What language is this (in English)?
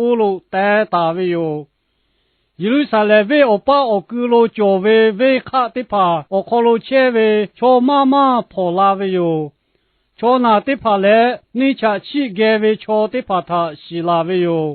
Lahu